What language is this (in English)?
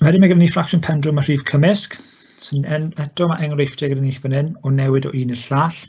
Welsh